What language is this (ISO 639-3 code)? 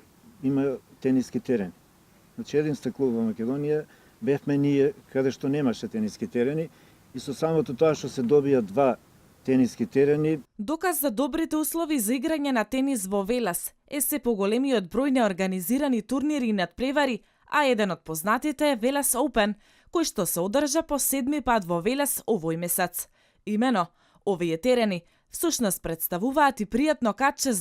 mkd